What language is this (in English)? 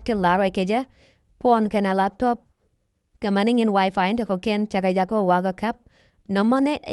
Nuer